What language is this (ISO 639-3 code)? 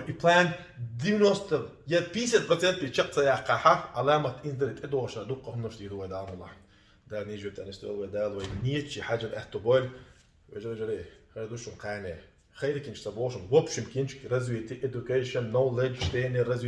che